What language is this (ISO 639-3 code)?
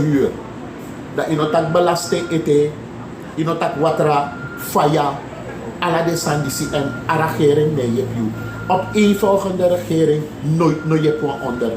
srn